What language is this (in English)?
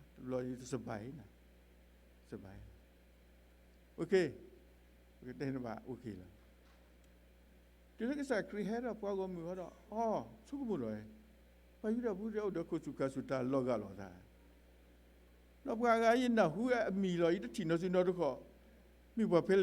S'gaw Karen